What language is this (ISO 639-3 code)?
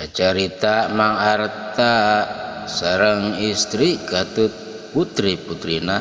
sun